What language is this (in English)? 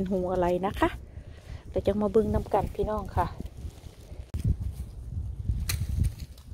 Thai